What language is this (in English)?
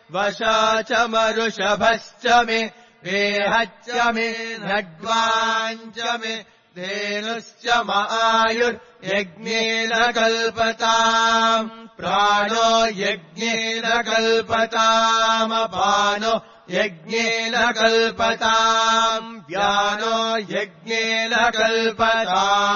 Sanskrit